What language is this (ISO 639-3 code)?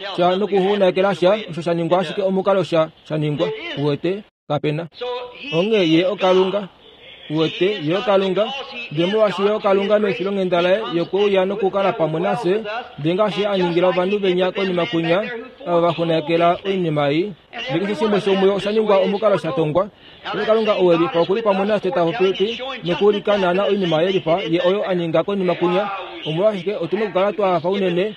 kua